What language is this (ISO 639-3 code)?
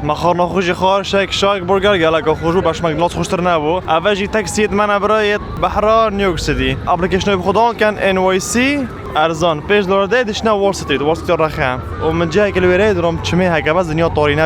kur